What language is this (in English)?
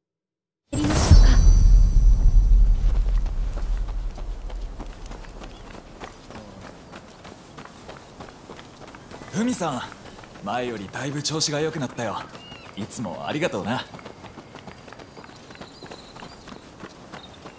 Japanese